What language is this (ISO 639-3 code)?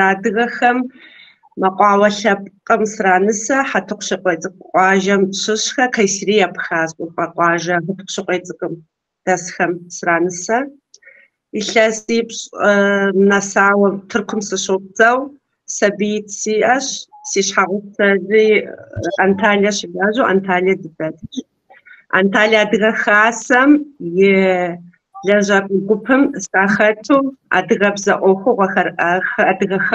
kbd